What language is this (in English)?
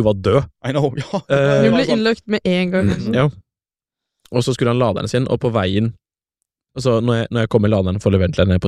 Norwegian